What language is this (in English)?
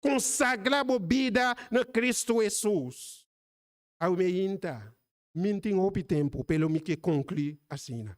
Papiamento